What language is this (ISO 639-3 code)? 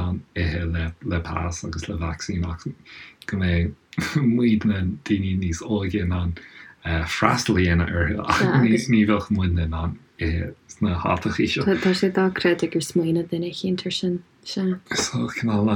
gle